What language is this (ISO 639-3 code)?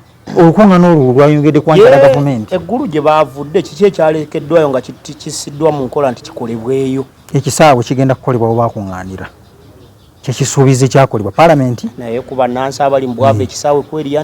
lug